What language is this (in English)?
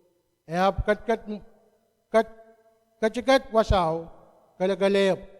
Pohnpeian